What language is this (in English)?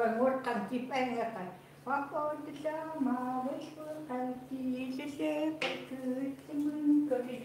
Chukot